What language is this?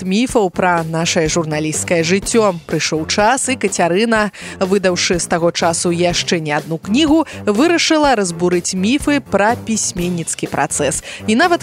Belarusian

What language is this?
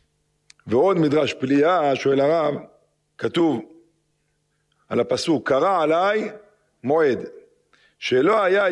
Hebrew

